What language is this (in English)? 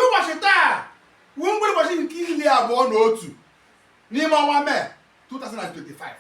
Igbo